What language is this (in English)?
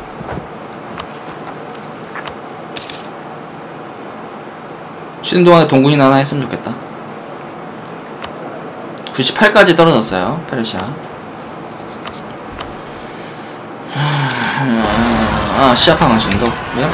Korean